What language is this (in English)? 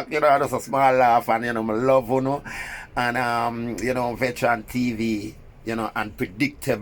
Jamaican Creole English